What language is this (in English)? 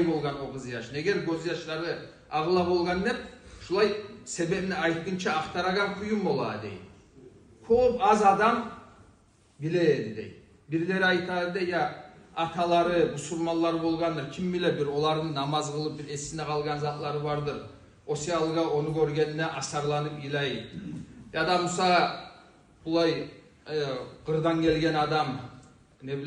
Kumyk